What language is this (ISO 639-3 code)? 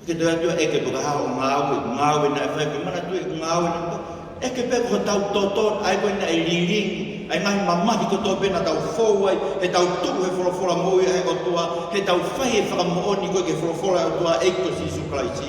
ton